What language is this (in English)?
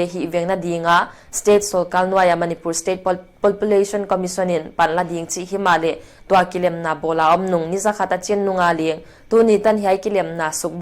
Paite Chin